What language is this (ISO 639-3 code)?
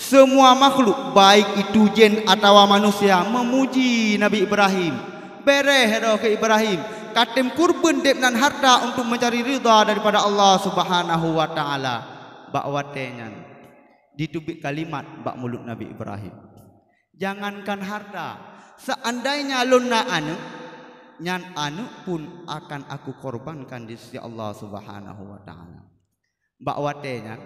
ace